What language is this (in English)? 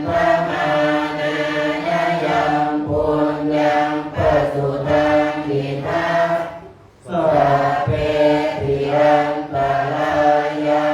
Pali